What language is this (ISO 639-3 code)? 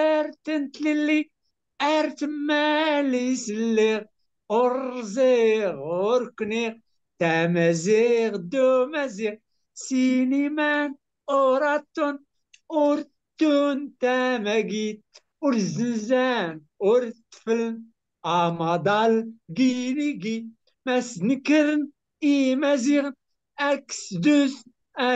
kab